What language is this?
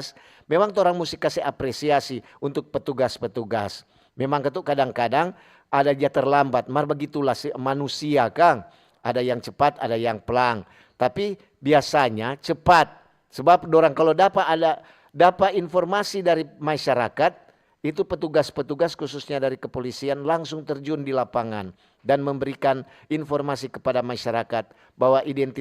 Manado Malay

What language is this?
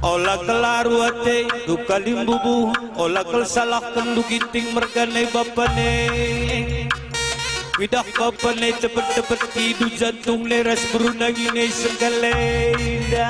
Batak Karo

